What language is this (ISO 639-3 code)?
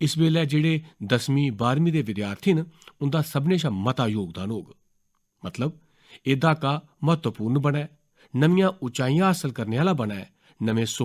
doi